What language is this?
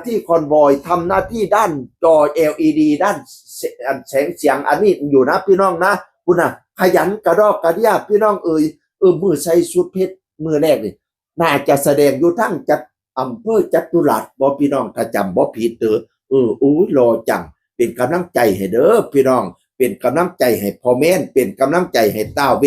Northeastern Thai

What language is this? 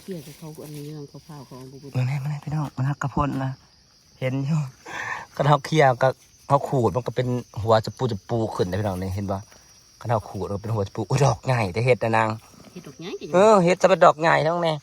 Northeastern Thai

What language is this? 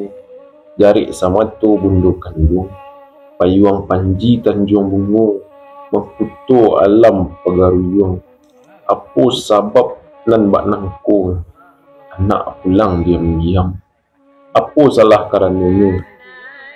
Minangkabau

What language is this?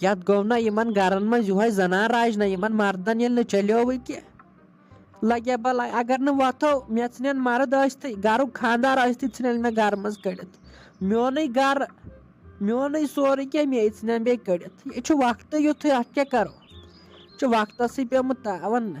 Kashmiri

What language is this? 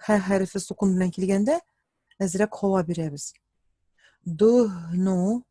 Tatar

